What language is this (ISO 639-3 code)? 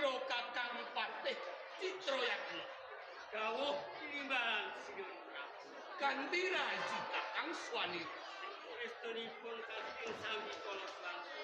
jav